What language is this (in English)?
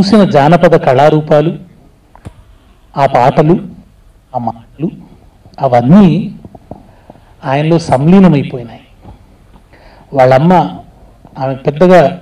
Telugu